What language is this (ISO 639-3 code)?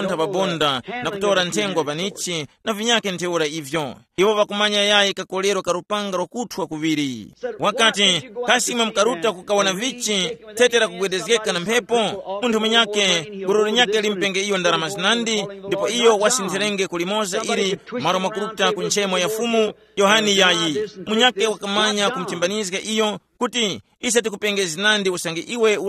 tum